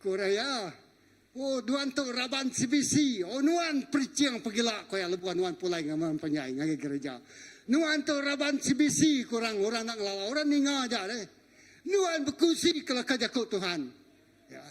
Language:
Iban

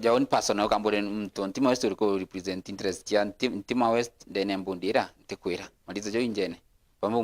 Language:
Meru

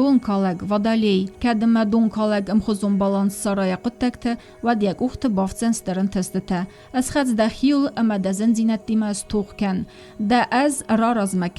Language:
Ossetic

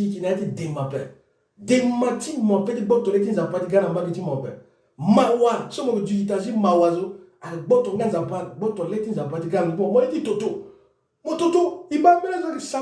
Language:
Sango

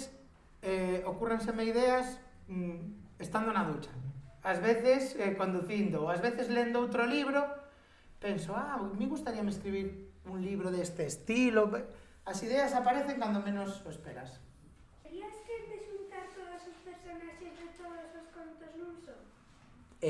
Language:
Galician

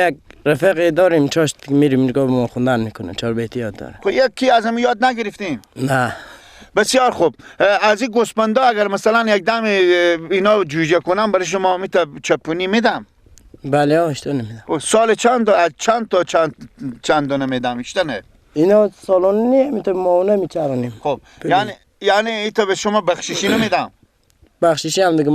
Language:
Persian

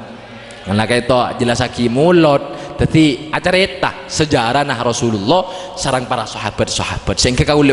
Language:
Madurese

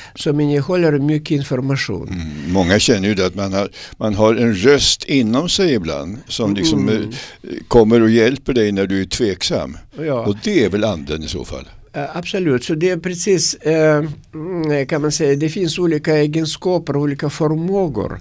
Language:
Swedish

